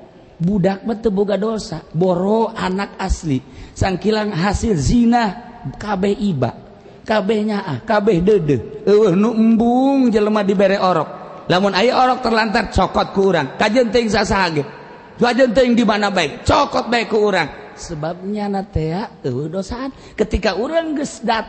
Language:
Sundanese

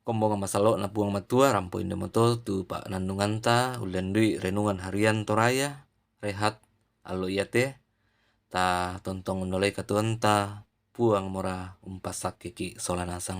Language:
Toraja-Sa'dan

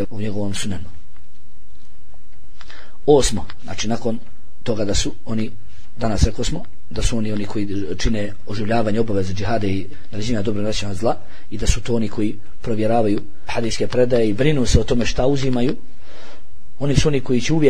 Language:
Bosnian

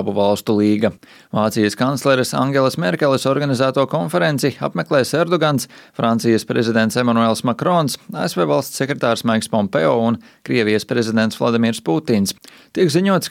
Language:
Latvian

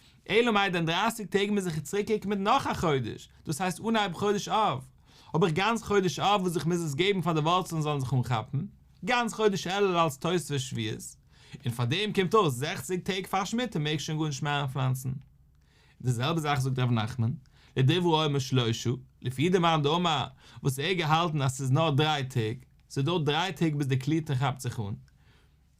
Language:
Yiddish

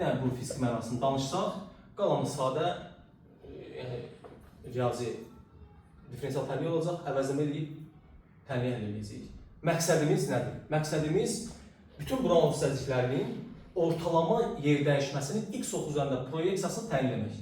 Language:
Azerbaijani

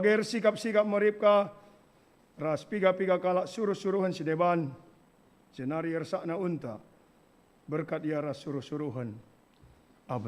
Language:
Batak Karo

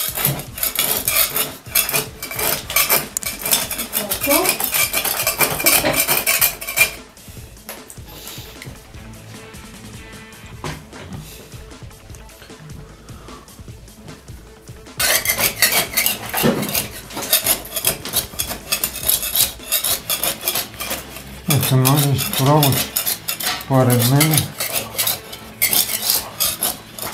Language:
Croatian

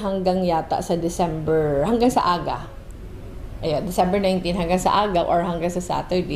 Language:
Bikol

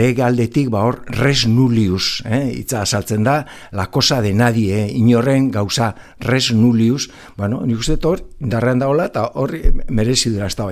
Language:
Basque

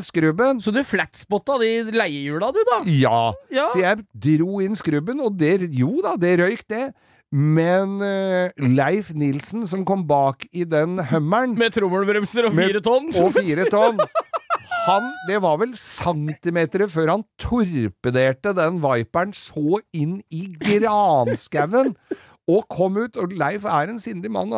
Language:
Norwegian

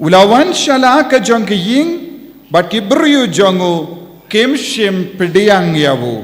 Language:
Khasi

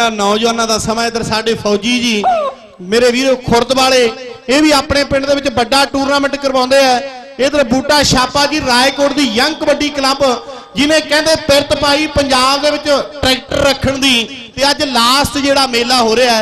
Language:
Punjabi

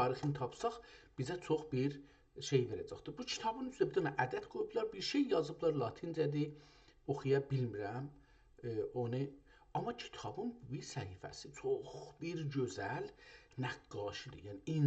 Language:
South Azerbaijani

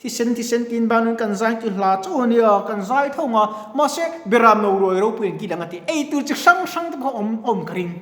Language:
Mizo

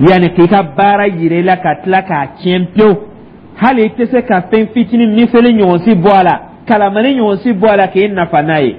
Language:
Dyula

